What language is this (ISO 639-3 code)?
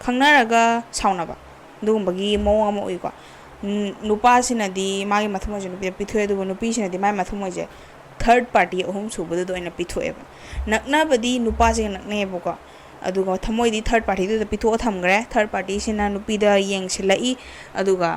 mni